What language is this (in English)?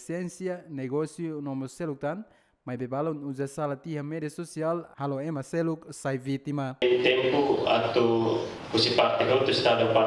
Tetum